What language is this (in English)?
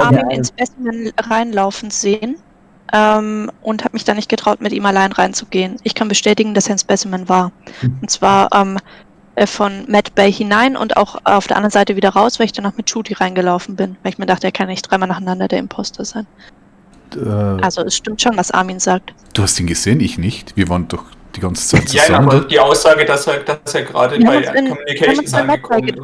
Swiss German